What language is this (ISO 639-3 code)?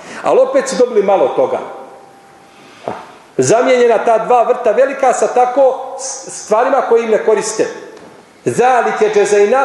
bos